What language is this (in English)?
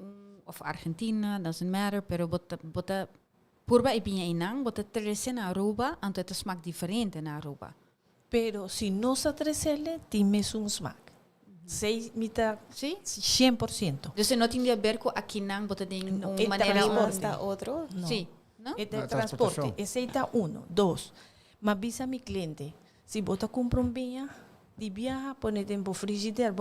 Papiamento